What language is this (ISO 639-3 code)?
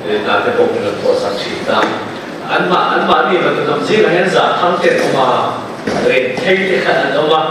cnh